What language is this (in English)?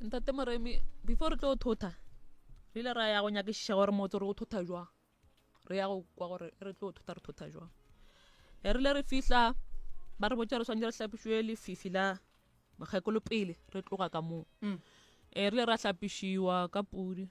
Northern Sotho